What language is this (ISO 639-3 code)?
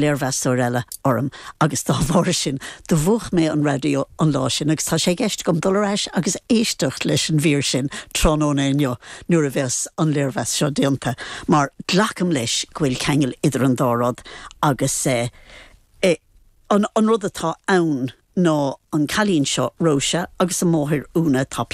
gle